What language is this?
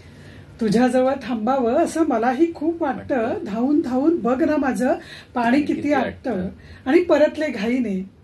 Marathi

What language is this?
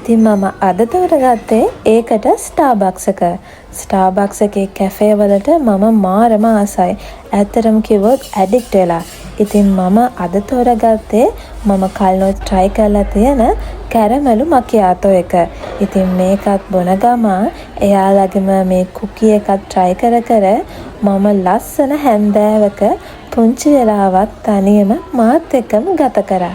Sinhala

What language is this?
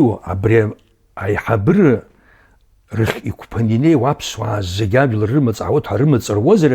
Abkhazian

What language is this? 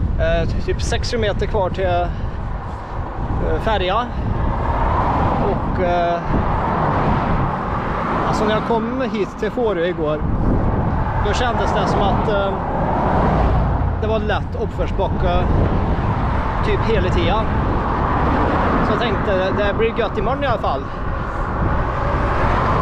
Swedish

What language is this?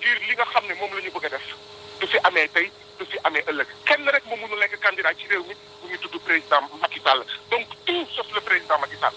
Wolof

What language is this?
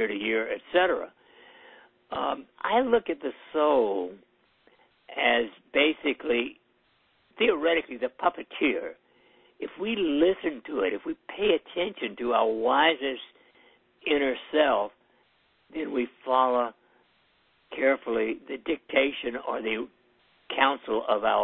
English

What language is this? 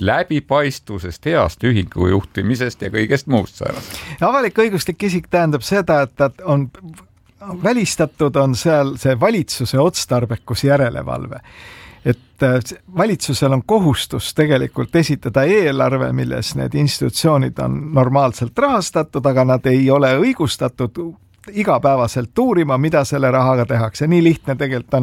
Estonian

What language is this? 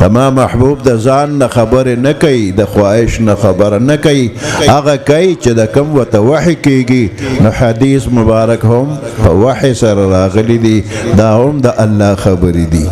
Pashto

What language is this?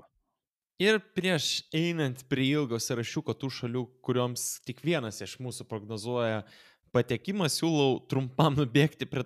Lithuanian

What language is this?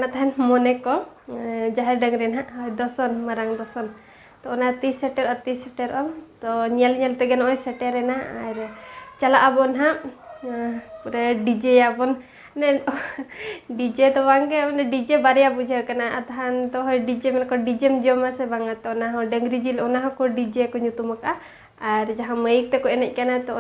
Santali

